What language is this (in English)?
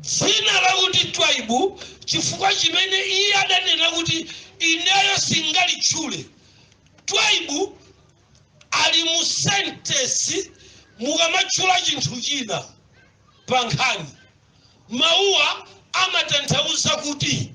Nyanja